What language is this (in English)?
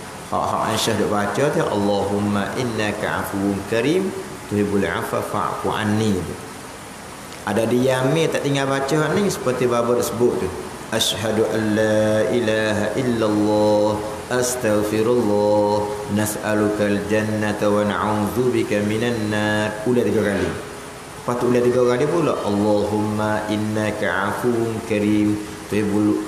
Malay